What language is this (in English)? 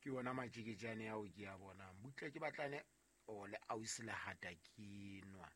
Southern Sotho